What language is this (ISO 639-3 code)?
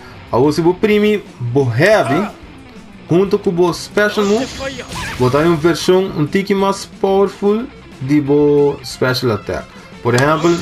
pap